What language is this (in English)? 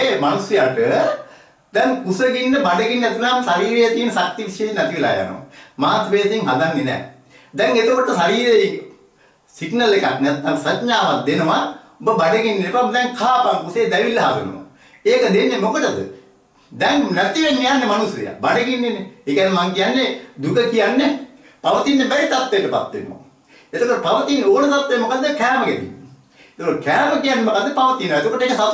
Sinhala